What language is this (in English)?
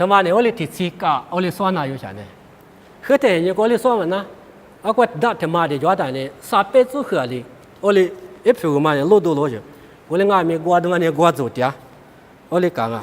Lisu